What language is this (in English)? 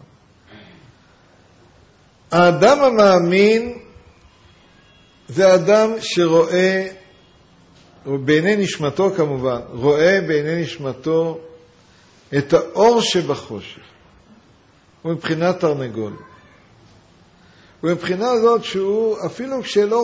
Hebrew